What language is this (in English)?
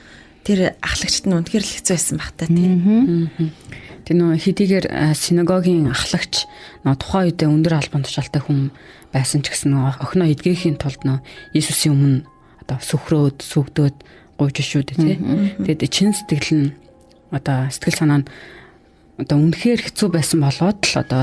Mongolian